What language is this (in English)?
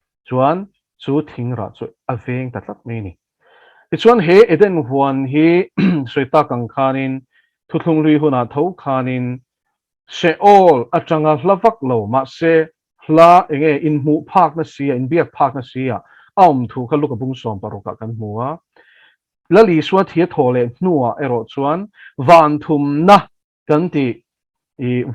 Mizo